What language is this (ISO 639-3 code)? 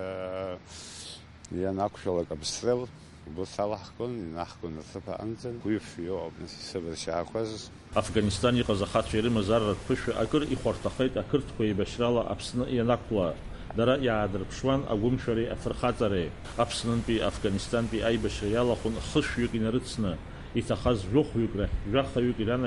abk